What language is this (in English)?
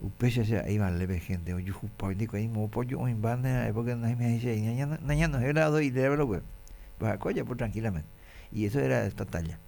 Guarani